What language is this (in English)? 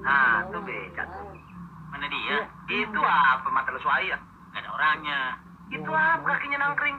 Betawi